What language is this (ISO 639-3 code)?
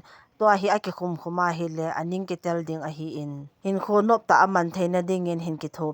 tcz